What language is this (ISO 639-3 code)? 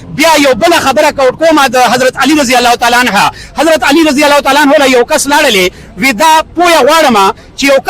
pus